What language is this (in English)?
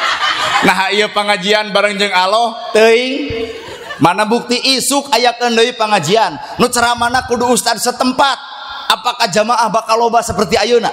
Sundanese